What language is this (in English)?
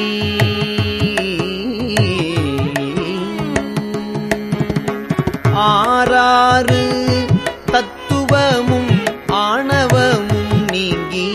Tamil